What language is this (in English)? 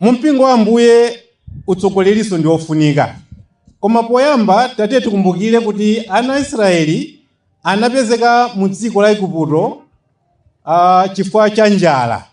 Nyanja